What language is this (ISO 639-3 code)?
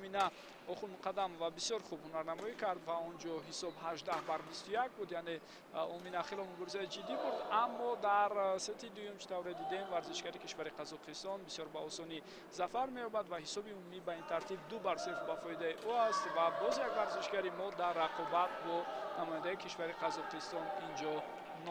tgk